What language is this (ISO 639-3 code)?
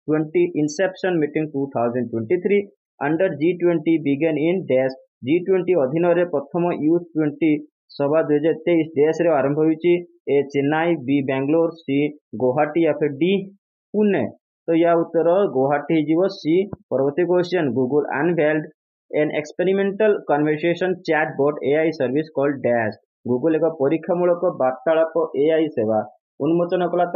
ori